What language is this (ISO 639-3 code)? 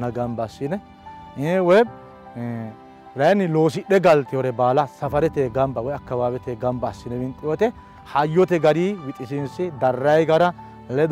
sid